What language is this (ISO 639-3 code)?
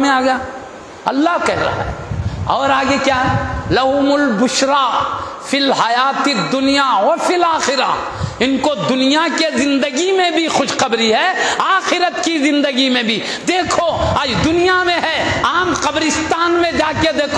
urd